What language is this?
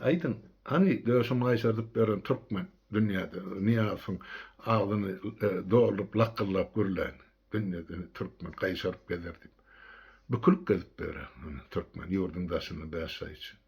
Turkmen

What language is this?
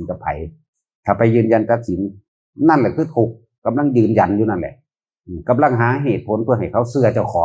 Northeastern Thai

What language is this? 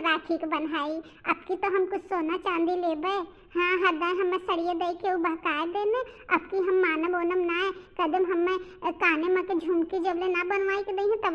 Bhojpuri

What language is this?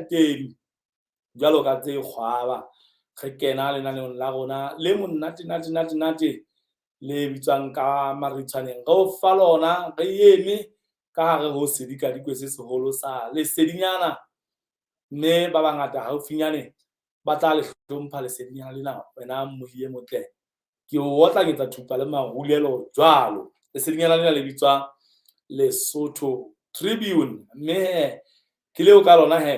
Southern Sotho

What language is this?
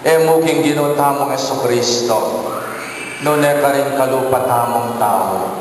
Pampanga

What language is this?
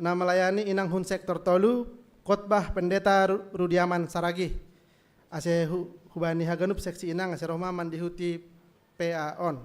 Batak Simalungun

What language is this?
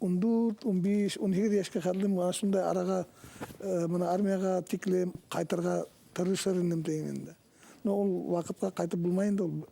Bashkir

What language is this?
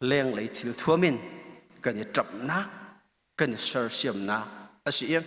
Hakha Chin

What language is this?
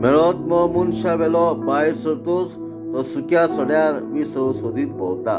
Konkani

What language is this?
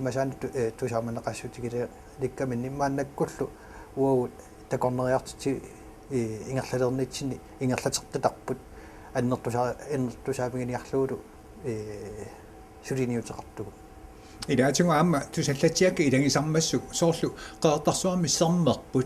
Kalaallisut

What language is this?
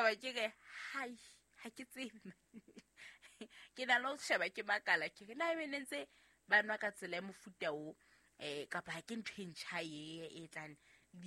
Southern Sotho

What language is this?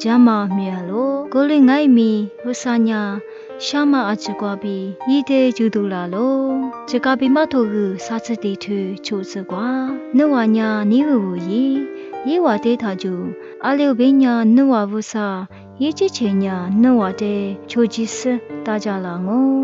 Lisu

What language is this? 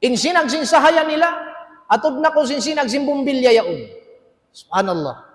Tausug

